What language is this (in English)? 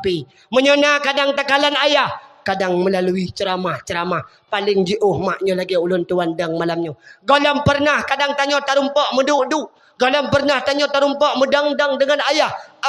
Achinese